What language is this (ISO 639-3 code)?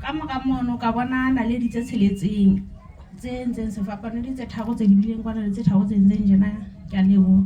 sot